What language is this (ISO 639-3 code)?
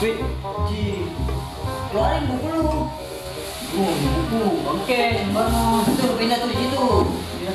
bew